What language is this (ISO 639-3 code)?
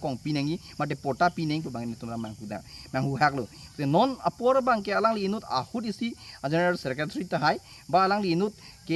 mjw